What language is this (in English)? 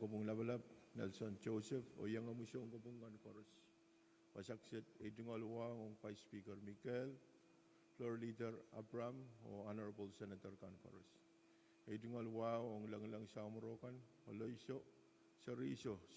Pohnpeian